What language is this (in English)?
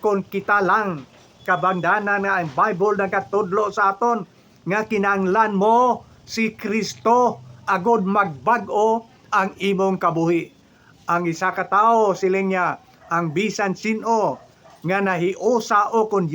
Hiligaynon